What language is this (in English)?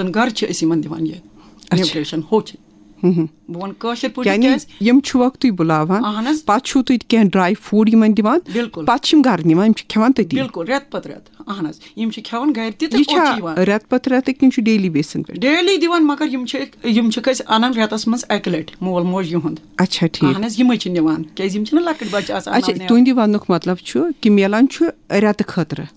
Kashmiri